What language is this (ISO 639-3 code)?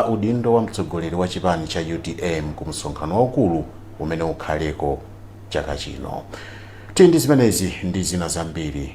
nya